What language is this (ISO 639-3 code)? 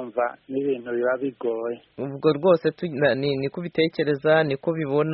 kin